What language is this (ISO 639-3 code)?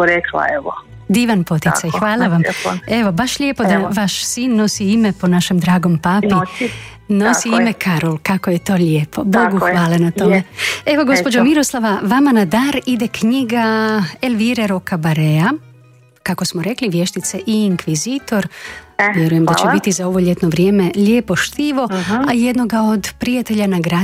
hrv